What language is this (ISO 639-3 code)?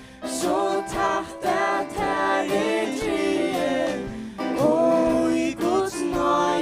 fao